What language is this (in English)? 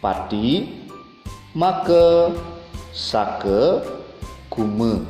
Balinese